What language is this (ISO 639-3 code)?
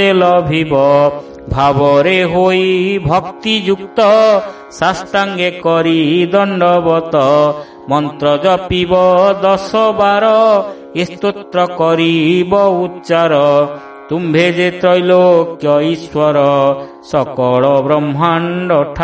ori